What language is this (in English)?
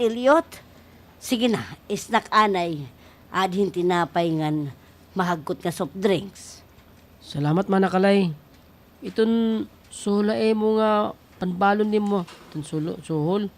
Waray